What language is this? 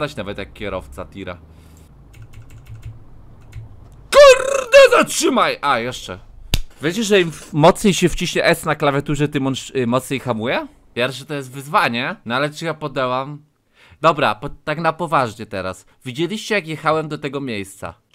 Polish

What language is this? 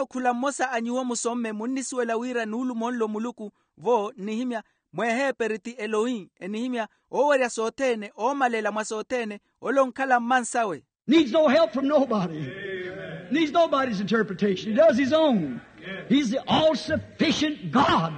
Makhuwa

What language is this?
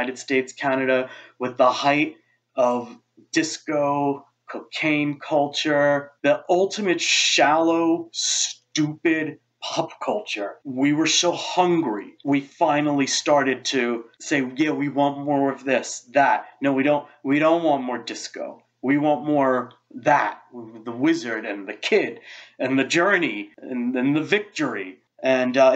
English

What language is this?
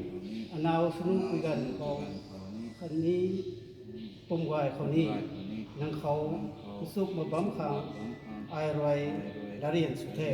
Rongmei Naga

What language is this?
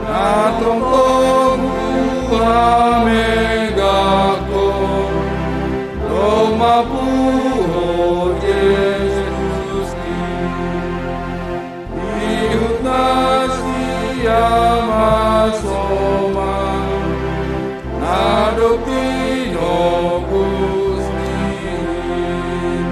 Batak Simalungun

